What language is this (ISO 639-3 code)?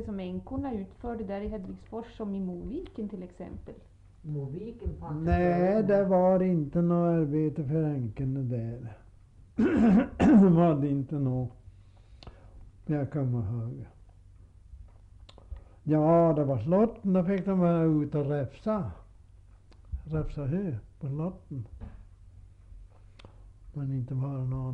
swe